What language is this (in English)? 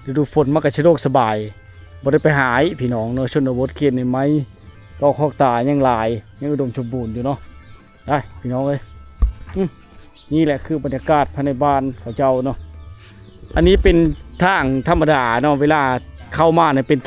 Lao